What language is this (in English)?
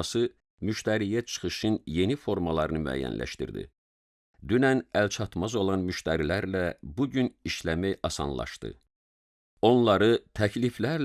Azerbaijani